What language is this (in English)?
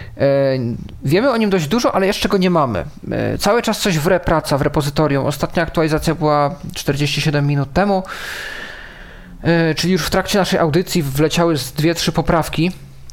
Polish